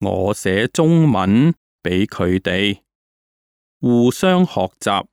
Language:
Cantonese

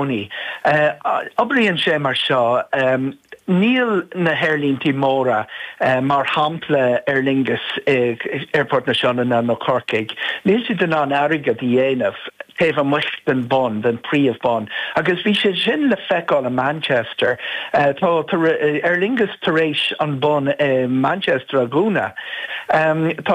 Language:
Irish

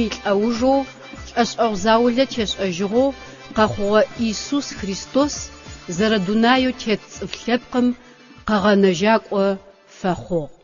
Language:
Adyghe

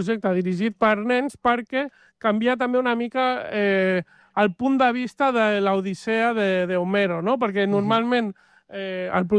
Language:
Catalan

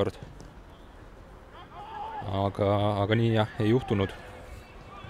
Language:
Estonian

